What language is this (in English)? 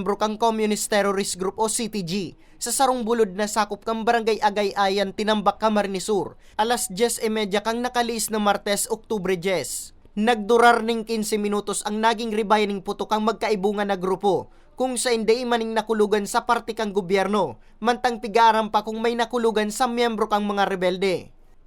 Bikol